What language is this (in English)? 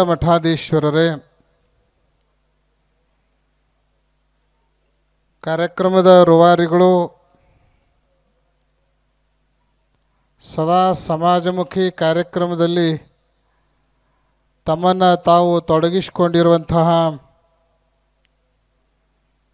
Kannada